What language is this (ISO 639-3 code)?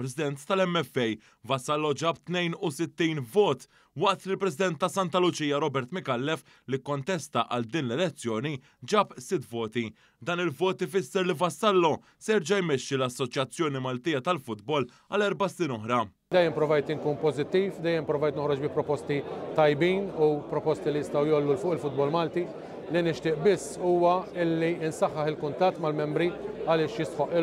mlt